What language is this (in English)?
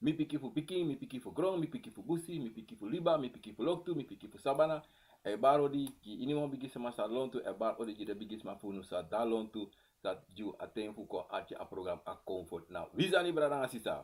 Sranan Tongo